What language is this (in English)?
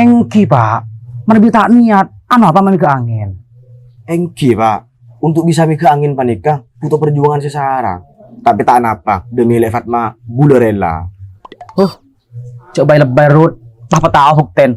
Madurese